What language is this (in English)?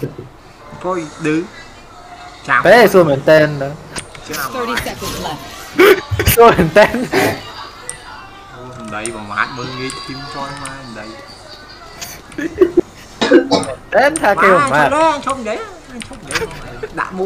Vietnamese